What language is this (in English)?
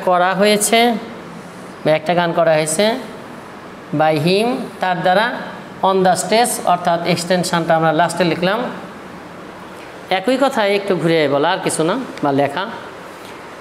Bangla